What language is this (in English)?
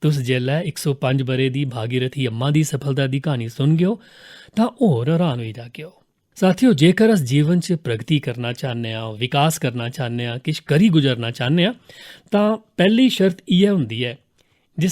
Dogri